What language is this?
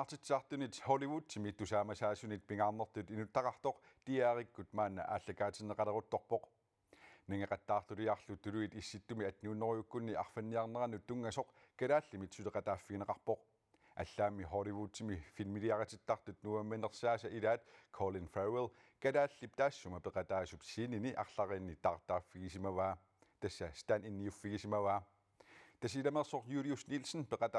Kalaallisut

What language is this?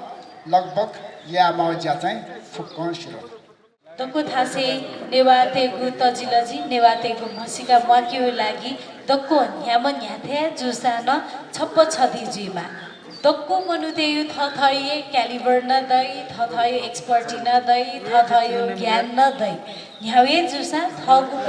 Newari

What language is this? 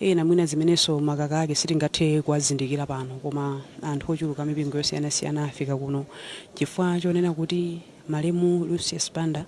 Nyanja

